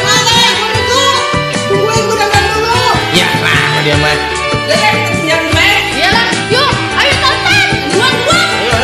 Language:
Betawi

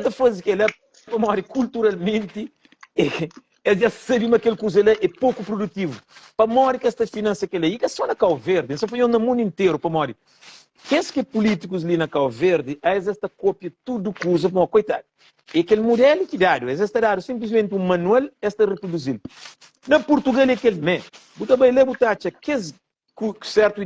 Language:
Kabuverdianu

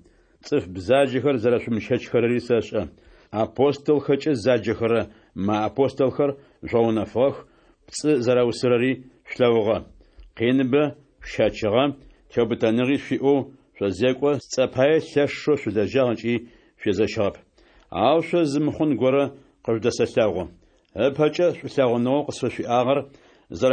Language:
Adyghe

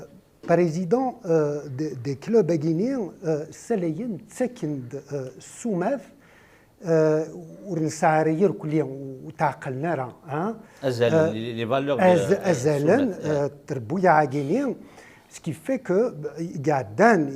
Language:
Kabyle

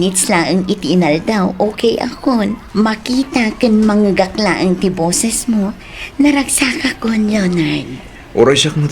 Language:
Iloko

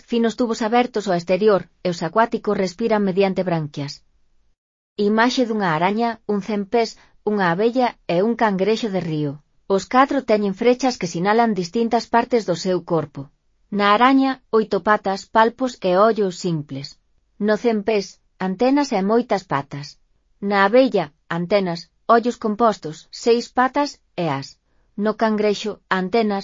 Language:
Galician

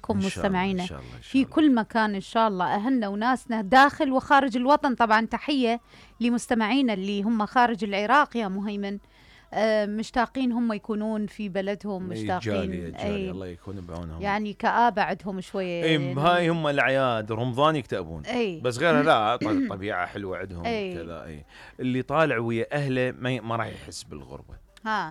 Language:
Mesopotamian Arabic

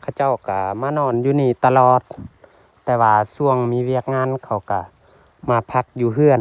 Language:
Lao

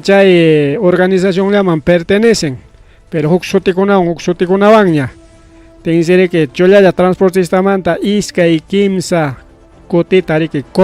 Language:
Ayacucho Quechua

